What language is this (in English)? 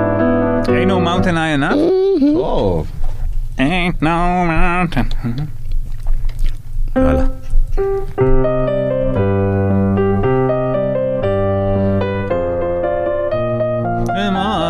Hebrew